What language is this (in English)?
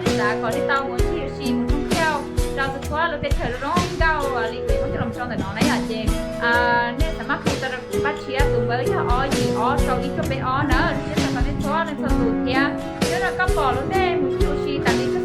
Hmong